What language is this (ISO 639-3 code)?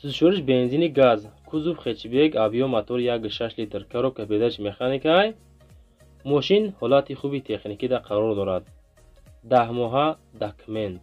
tgk